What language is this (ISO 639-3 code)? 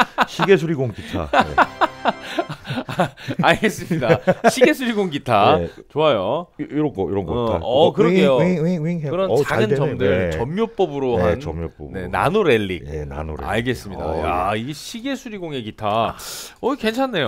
kor